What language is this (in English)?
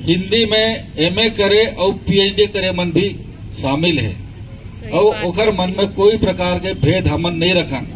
Chhattisgarhi